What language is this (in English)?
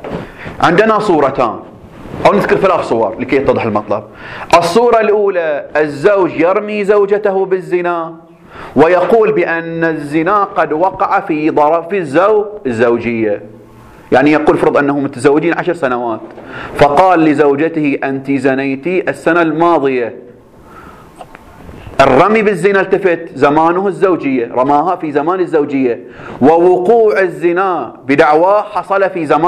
Arabic